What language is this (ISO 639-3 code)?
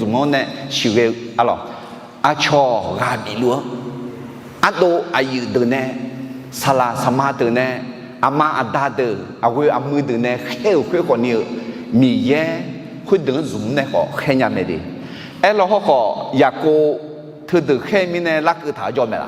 ahk